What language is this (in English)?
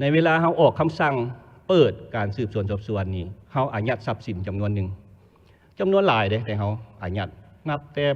Lao